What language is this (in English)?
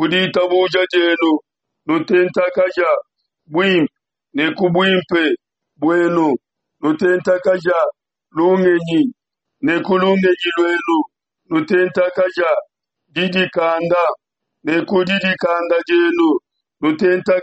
Luba-Lulua